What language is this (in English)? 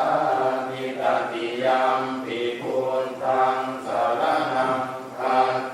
Pali